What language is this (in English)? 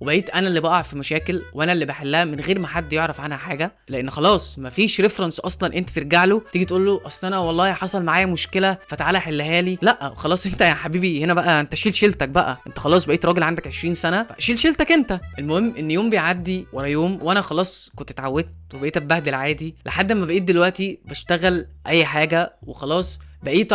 Egyptian Arabic